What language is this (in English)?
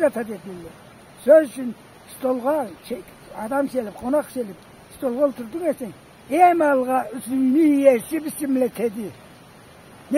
Karachay-Balkar